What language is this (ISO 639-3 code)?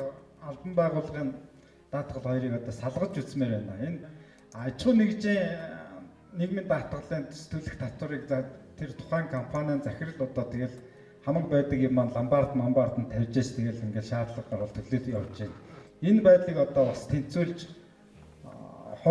mon